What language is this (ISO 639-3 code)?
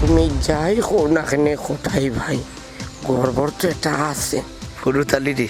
syl